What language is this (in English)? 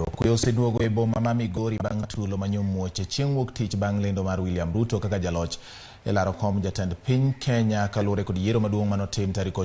Luo (Kenya and Tanzania)